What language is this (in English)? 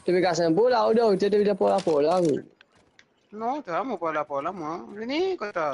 Morisyen